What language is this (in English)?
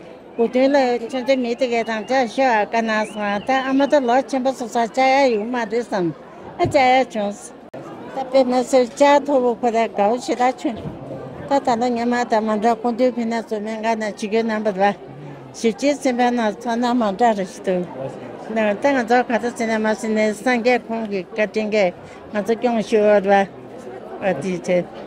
Tibetan